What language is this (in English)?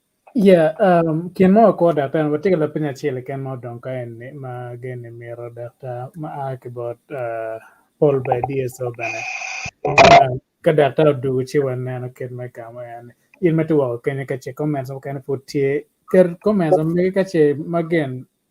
Acoli